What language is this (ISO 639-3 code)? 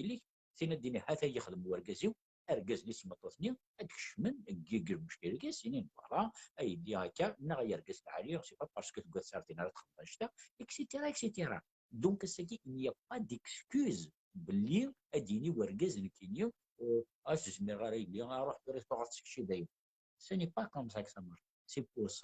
kab